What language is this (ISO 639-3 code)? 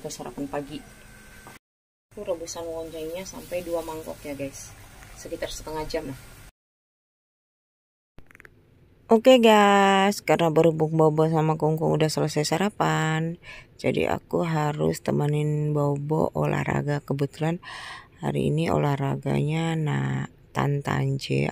ind